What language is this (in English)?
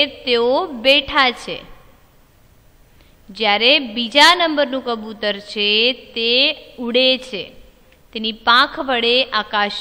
Gujarati